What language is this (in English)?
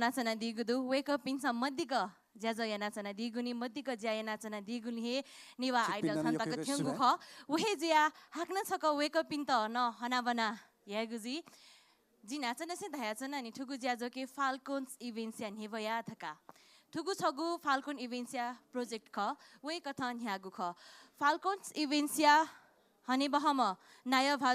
Newari